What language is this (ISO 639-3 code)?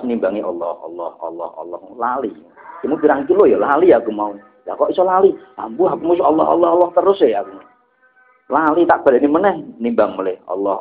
jav